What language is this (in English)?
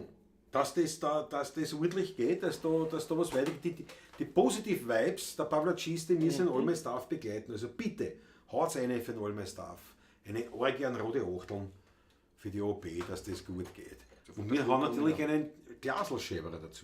Bavarian